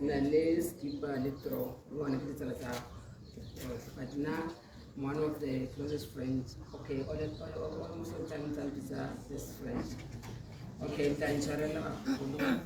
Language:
Tswana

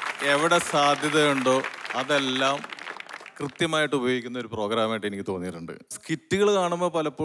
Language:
Malayalam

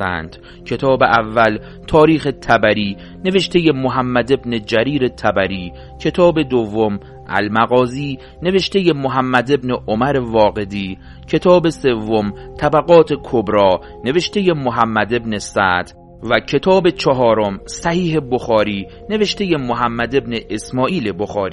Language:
Persian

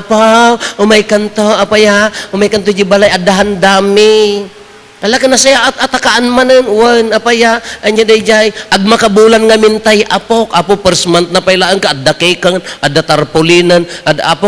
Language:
Iloko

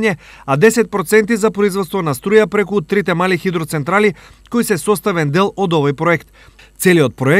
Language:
Macedonian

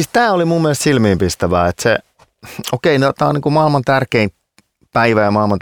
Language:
Finnish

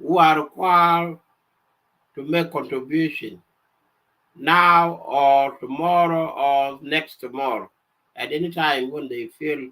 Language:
Nuer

